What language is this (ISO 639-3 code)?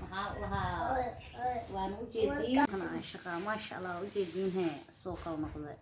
som